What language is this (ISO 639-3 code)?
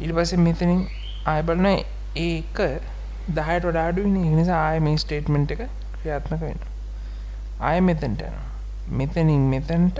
sin